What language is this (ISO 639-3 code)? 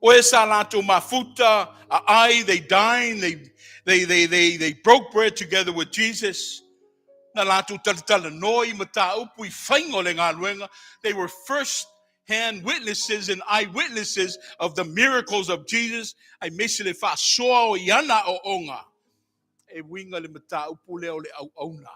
smo